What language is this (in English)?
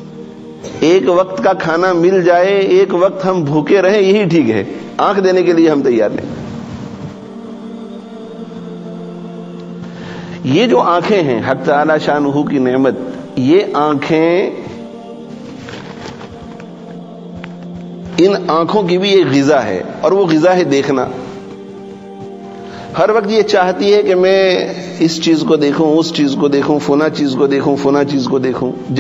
Urdu